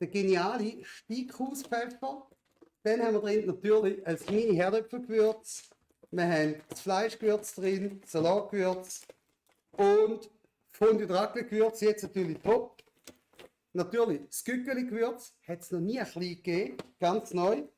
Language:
Swiss German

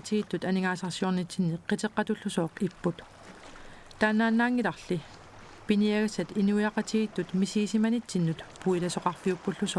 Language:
Kalaallisut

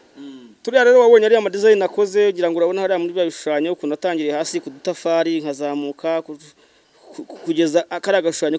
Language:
Kinyarwanda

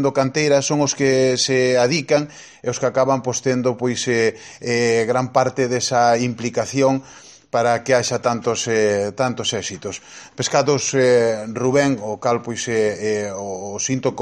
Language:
Galician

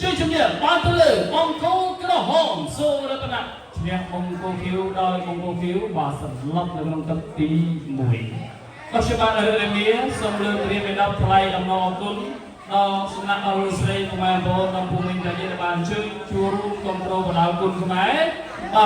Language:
Khmer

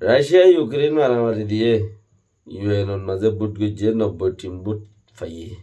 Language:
Rohingya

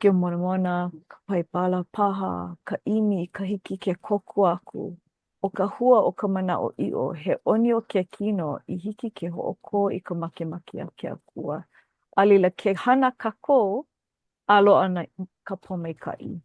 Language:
Hawaiian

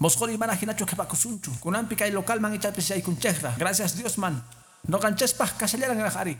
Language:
Quechua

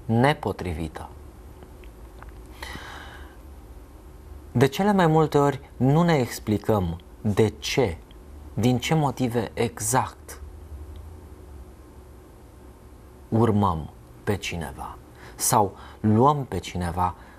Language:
Romanian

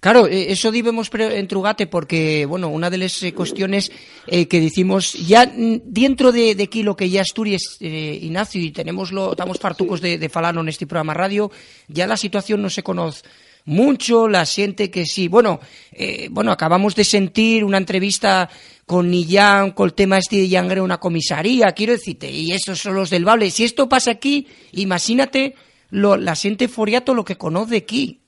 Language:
Asturian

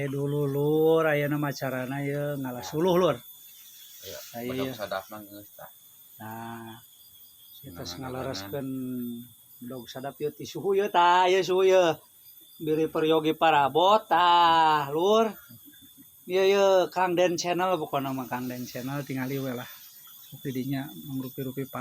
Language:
Sundanese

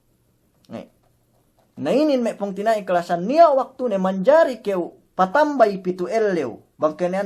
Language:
Yakan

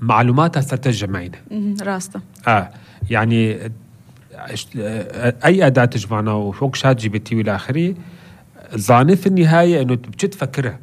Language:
North Levantine Arabic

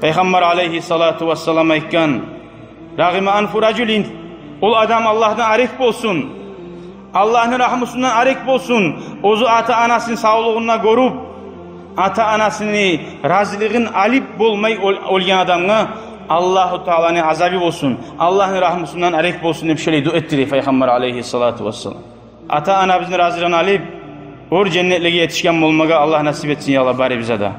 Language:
Kumyk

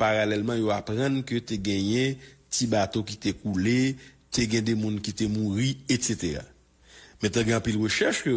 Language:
Haitian Creole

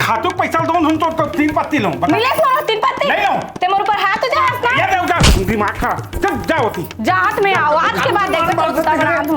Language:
Chhattisgarhi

